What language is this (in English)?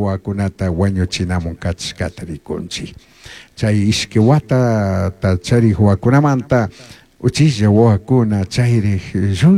Chimborazo Highland Quichua